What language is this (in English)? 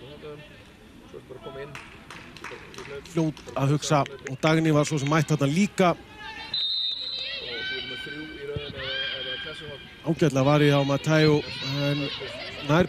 Icelandic